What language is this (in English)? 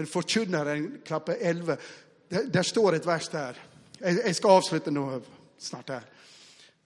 Norwegian